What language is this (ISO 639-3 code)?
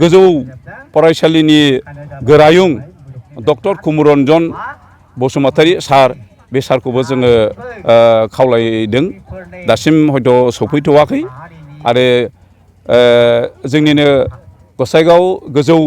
brx